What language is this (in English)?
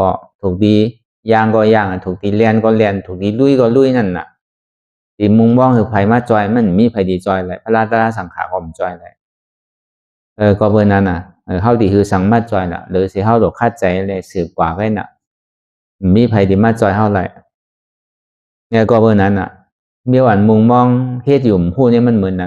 Shan